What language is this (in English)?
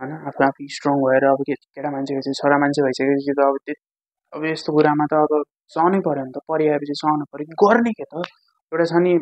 Nepali